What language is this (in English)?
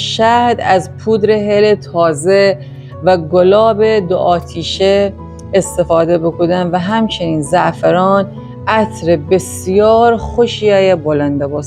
Gilaki